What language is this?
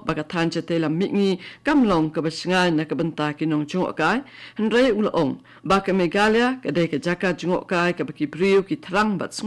Khasi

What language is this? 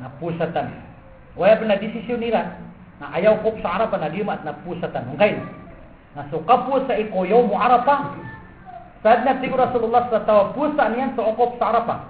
Maranao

